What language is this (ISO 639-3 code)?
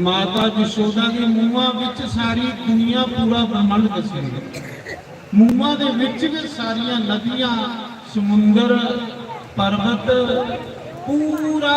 doi